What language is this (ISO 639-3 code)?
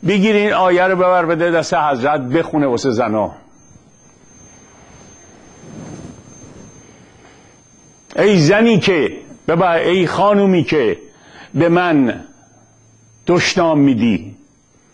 fas